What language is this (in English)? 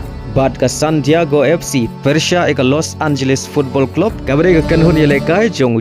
Khasi